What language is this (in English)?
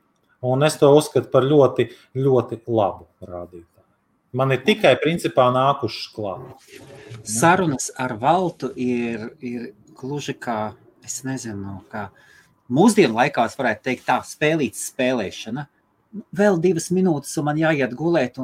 Latvian